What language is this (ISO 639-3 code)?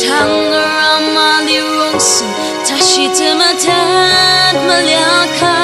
njo